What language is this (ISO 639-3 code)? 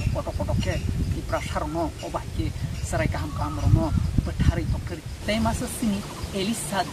trp